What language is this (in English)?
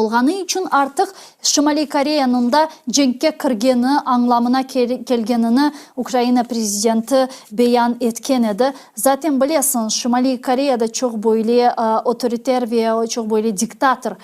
Crimean Tatar